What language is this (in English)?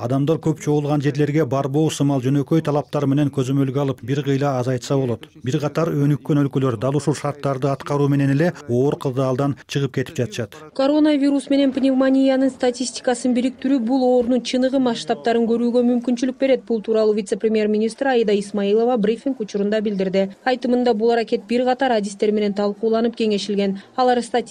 Kyrgyz